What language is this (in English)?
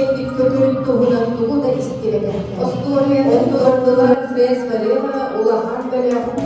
Yakut